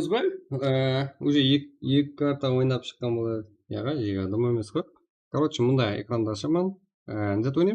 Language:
Kara-Kalpak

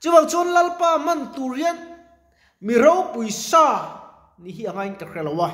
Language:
Mizo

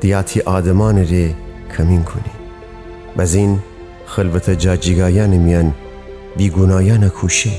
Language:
Gilaki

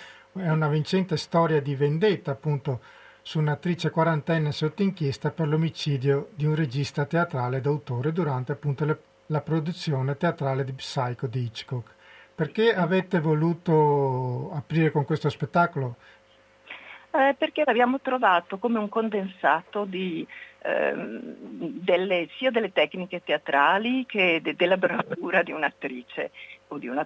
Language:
Italian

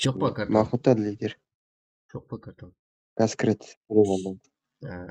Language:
Kara-Kalpak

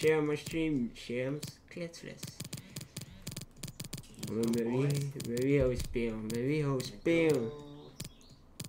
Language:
Dutch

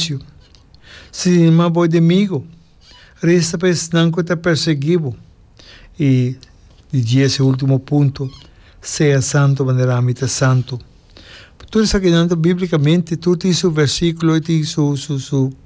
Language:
Papiamento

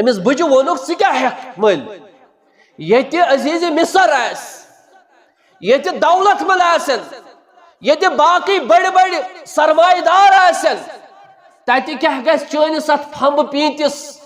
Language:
Kashmiri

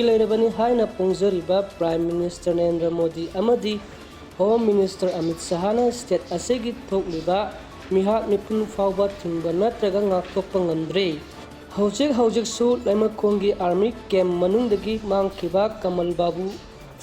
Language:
Manipuri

